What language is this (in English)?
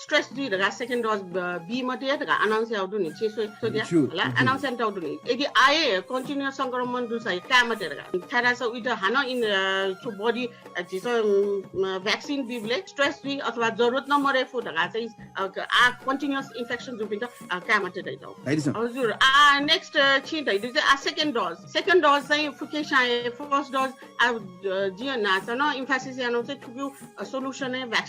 Newari